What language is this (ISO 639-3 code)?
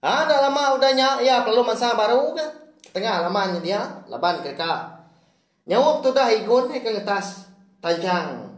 iba